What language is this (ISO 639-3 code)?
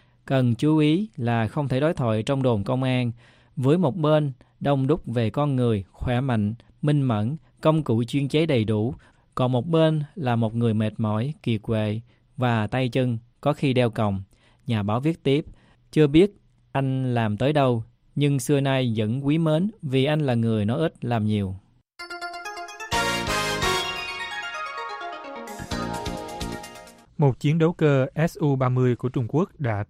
vie